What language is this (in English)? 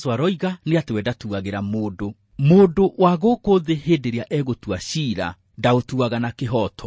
Kikuyu